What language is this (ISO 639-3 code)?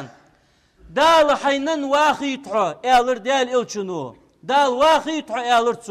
inh